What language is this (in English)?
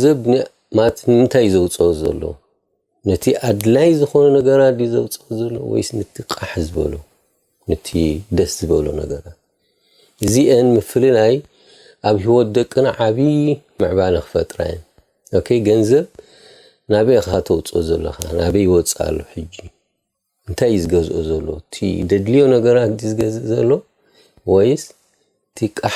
Tigrinya